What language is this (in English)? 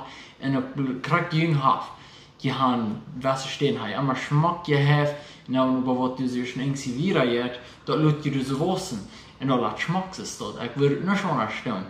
Plautdietsch